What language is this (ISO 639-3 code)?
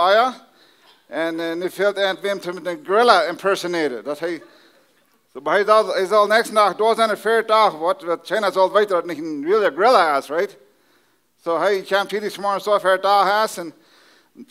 pdt